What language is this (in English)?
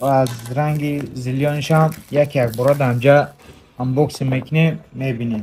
Tajik